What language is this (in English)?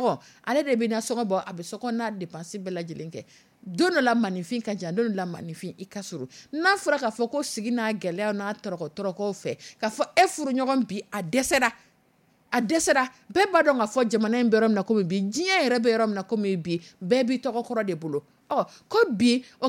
Dyula